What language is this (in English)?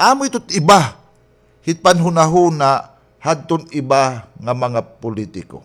Waray